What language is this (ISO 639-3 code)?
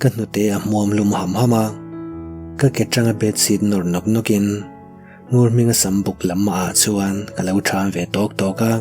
lus